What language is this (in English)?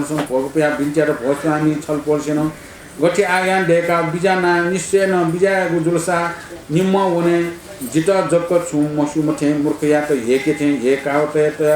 Newari